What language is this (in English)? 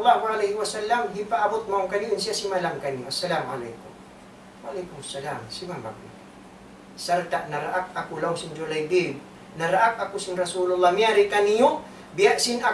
Tausug